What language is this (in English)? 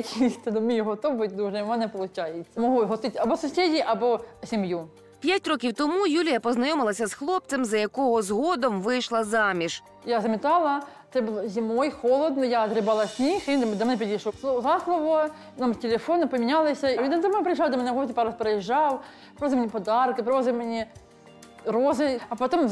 Ukrainian